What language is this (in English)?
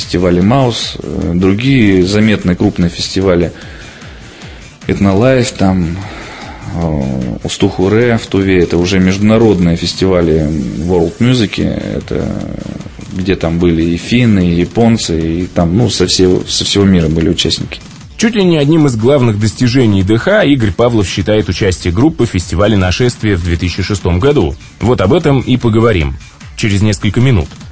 Russian